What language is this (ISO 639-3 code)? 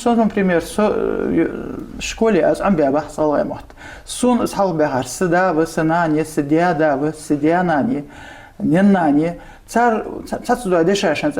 inh